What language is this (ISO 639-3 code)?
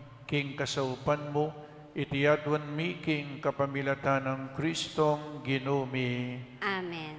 pam